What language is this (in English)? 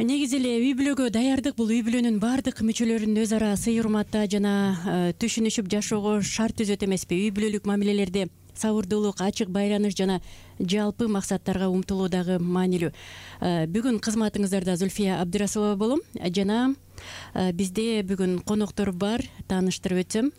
Kyrgyz